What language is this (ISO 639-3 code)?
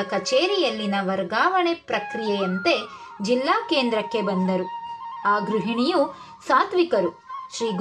kan